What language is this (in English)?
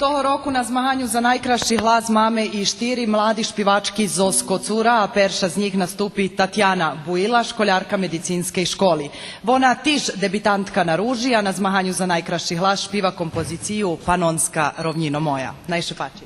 Rusyn